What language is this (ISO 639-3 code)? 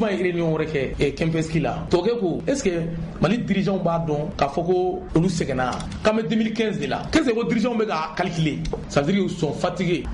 bam